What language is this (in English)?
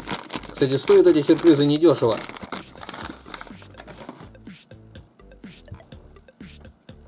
Russian